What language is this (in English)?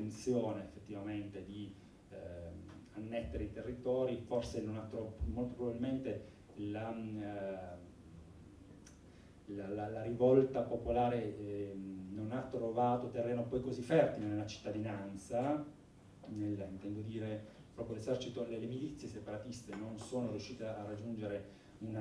Italian